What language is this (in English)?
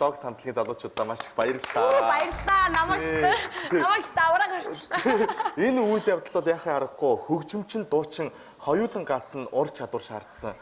Mongolian